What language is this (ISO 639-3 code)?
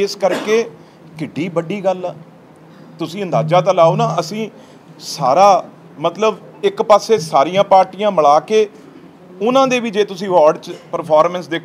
pan